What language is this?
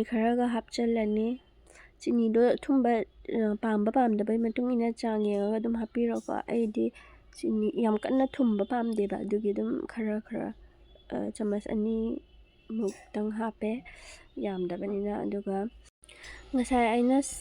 Manipuri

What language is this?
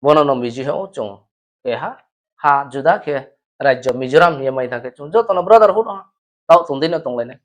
Riang (India)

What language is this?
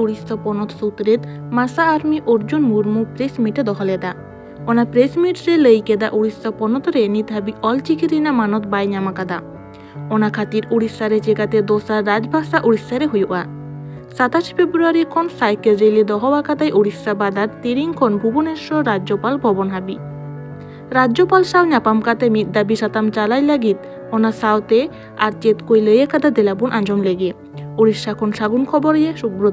Santali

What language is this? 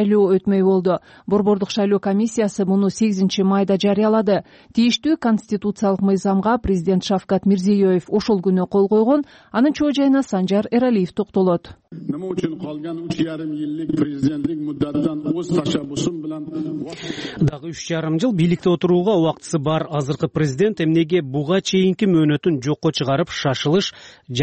Kyrgyz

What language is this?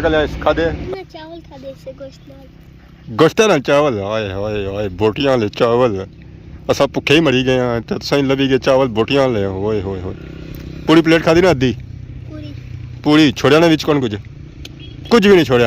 Pahari-Potwari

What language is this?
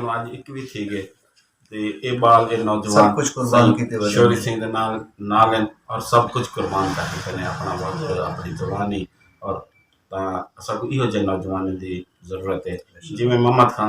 Saraiki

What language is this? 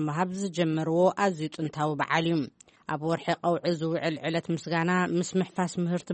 Tigrinya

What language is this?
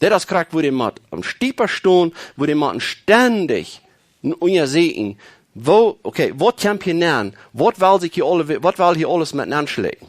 Plautdietsch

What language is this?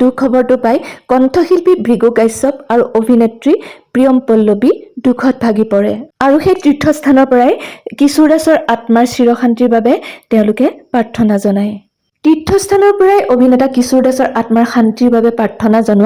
Assamese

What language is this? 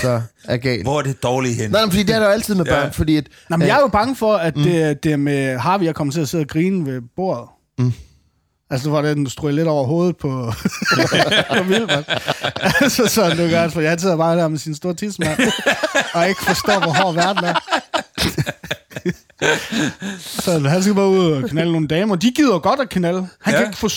Danish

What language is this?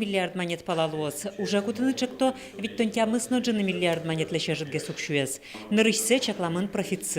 Udmurt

